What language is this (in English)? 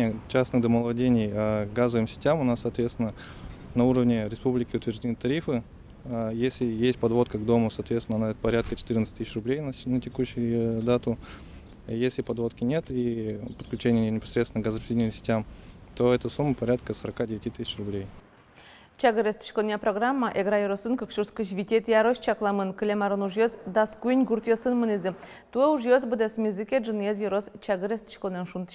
Udmurt